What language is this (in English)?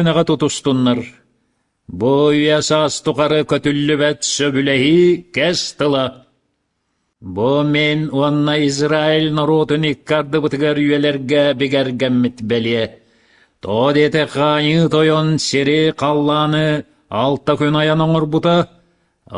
Yakut